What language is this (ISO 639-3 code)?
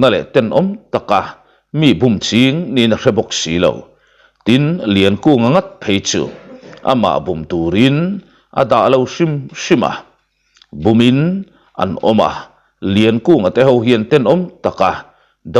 lus